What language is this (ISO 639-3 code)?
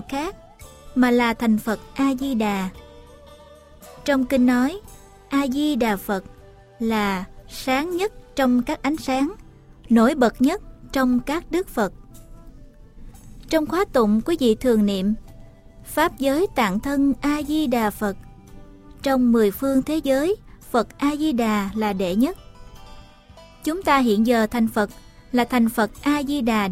vie